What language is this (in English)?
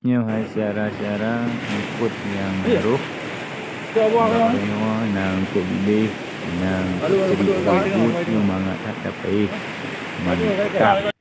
Achinese